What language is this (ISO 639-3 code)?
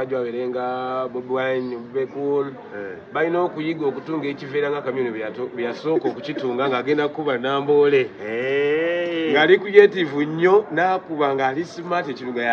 lug